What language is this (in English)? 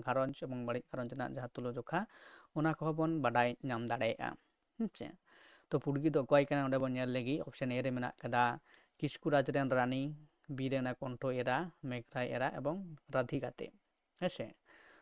Santali